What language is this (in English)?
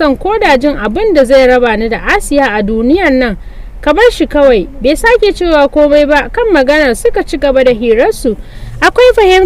Hausa